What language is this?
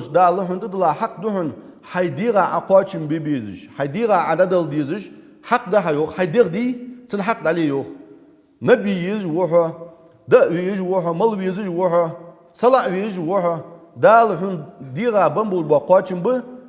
Ingush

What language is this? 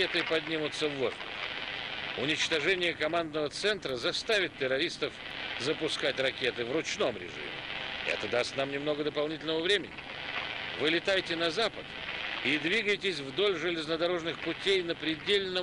Russian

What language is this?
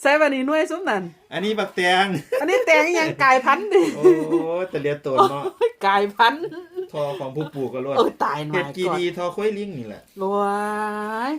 Northeastern Thai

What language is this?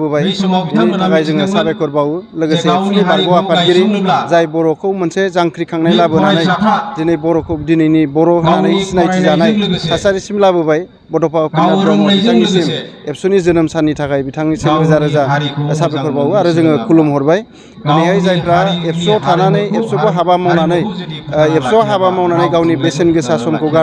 Bodo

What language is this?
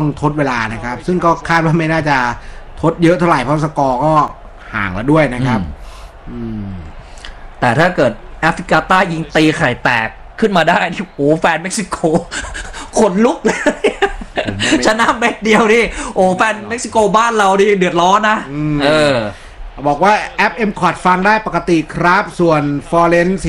Thai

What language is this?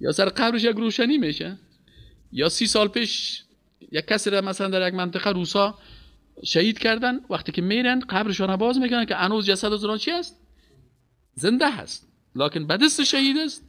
Persian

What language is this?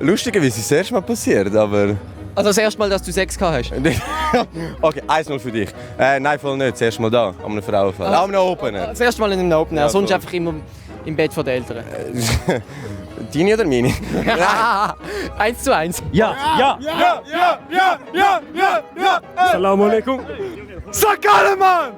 Swiss German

